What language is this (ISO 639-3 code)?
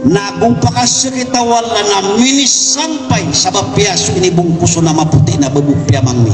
mrw